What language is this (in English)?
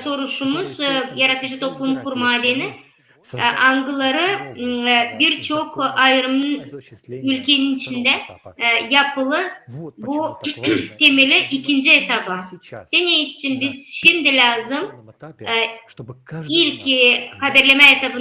Gagauz